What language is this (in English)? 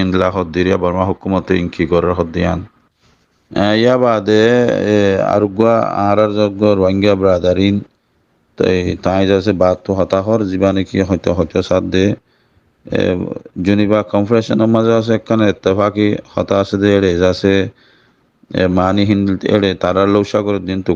Rohingya